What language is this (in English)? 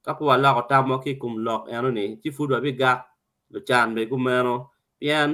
Acoli